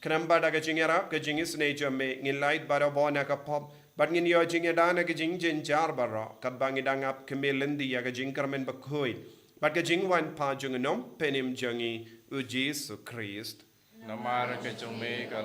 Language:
Khasi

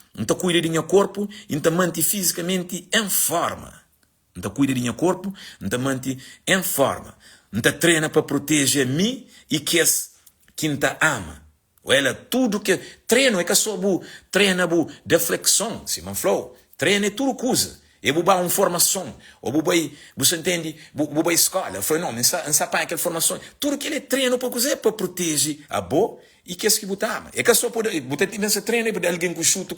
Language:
Kabuverdianu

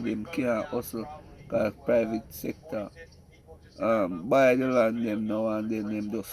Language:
Jamaican Creole English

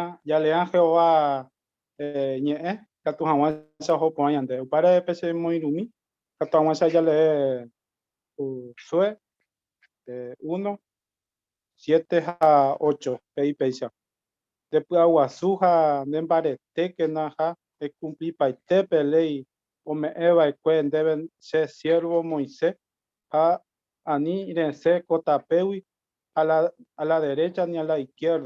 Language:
Guarani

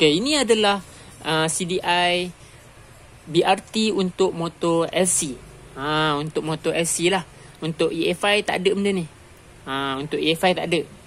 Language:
Malay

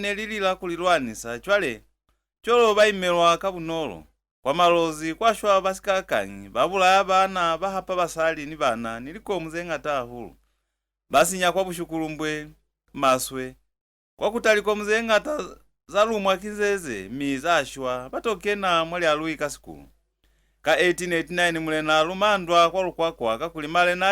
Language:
Lozi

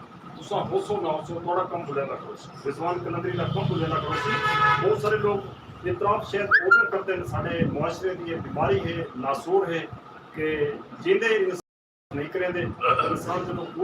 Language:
Saraiki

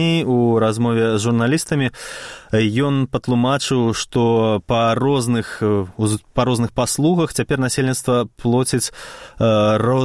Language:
Belarusian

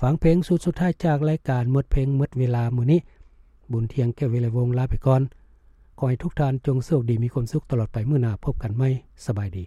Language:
Lao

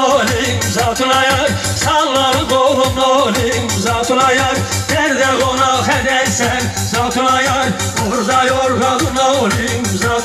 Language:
Turkish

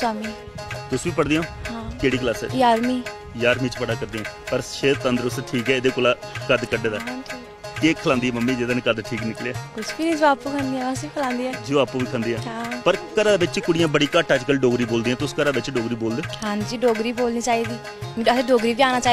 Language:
Dogri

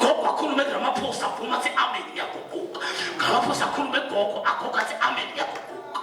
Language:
Zulu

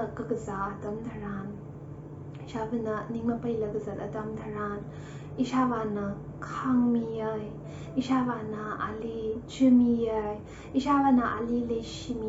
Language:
Tangkhul Naga (India)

